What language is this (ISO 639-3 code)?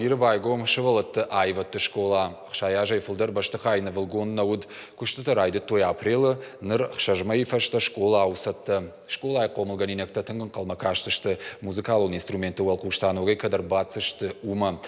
oss